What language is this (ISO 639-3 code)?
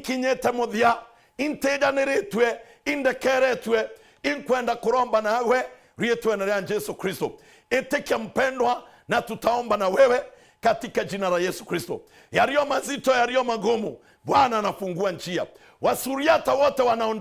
mer